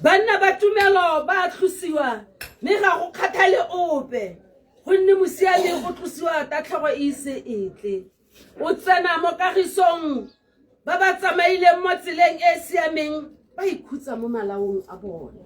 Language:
Tswana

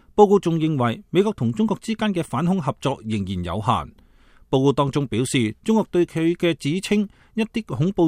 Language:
Cantonese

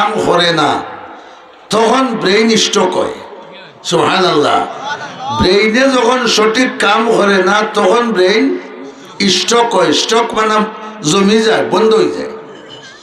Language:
Sylheti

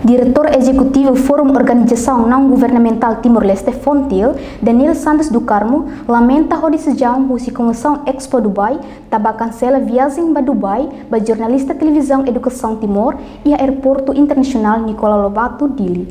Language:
Tetum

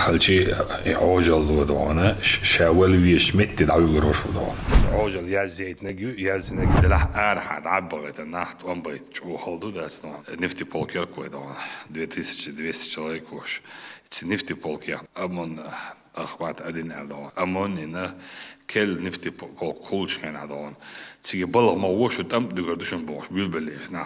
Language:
Chechen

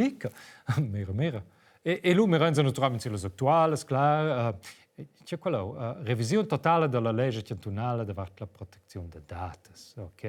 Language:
Romansh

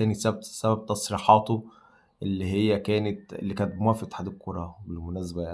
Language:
Egyptian Arabic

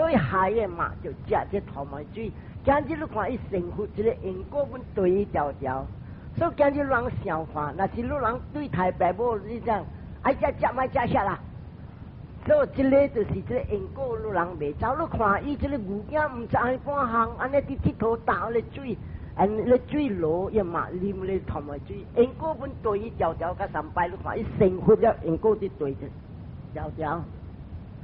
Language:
Min Nan Chinese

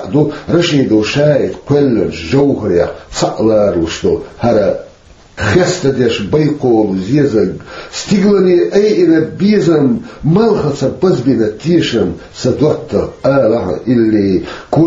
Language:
Chechen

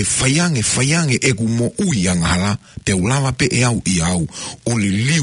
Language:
Tongan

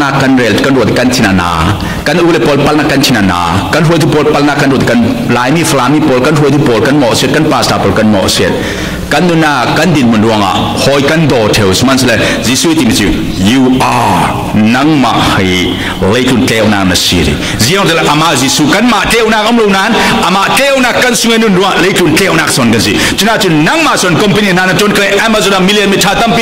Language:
Falam Chin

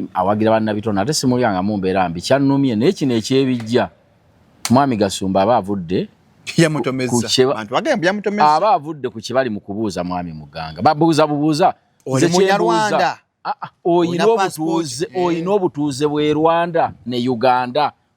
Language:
Ganda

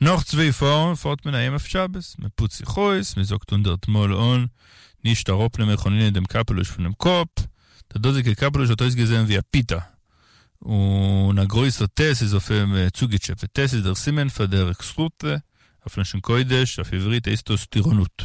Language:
Yiddish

